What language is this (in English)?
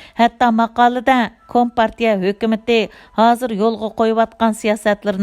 Uyghur